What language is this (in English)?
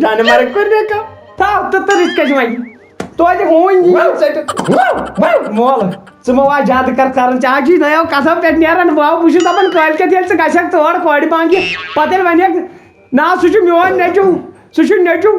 Kashmiri